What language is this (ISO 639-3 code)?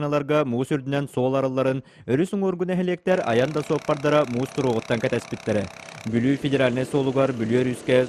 sah